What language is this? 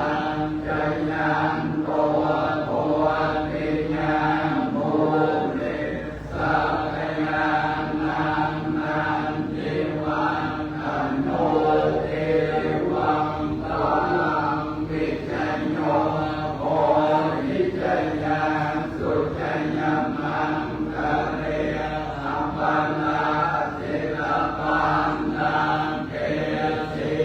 Pali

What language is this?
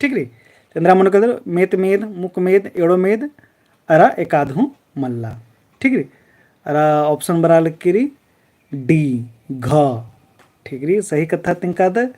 Kurukh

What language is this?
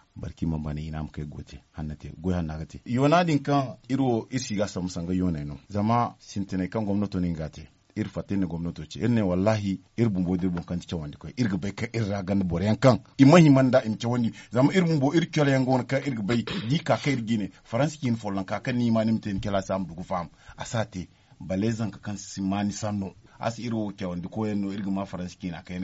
Zarma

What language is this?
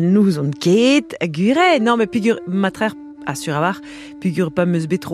Breton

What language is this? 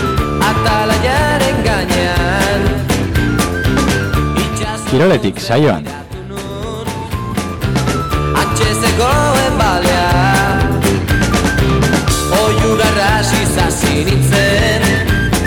Basque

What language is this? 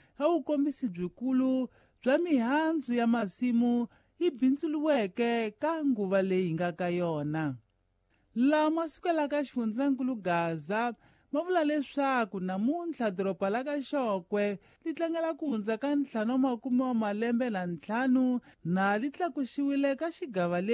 Tsonga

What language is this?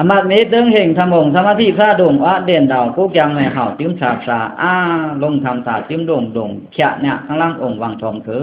Pa'o Karen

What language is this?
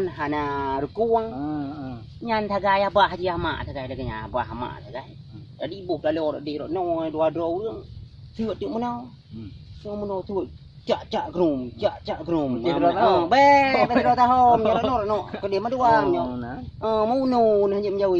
Achinese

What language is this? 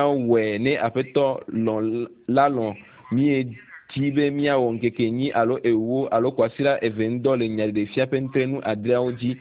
Ewe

